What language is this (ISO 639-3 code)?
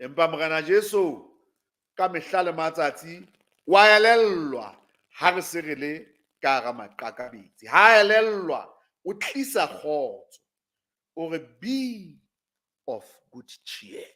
sot